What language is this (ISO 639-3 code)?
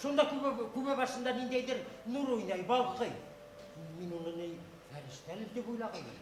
bak